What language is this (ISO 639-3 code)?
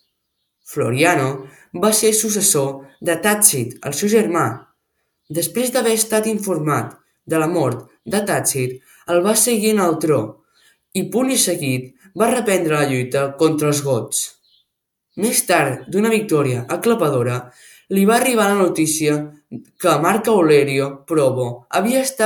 cat